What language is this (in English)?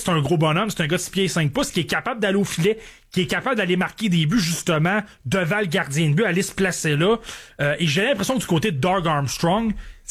French